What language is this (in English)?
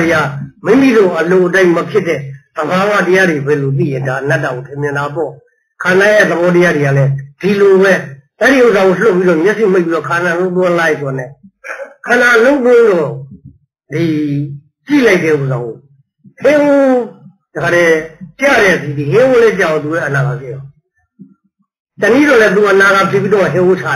Burmese